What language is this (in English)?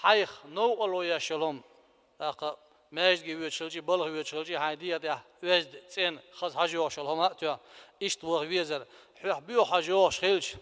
Chechen